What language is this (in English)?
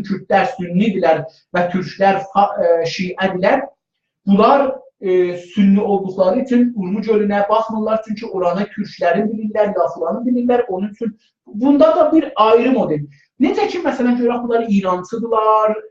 South Azerbaijani